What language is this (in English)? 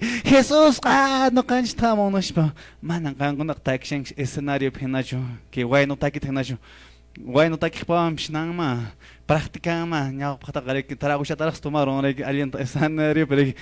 Quechua